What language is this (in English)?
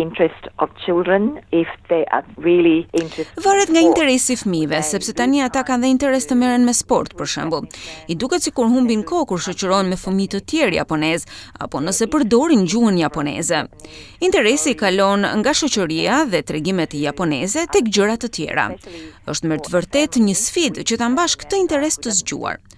Albanian